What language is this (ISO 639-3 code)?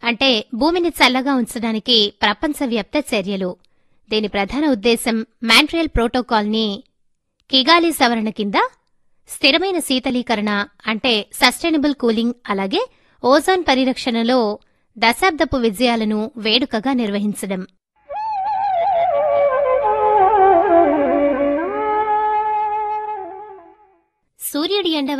tel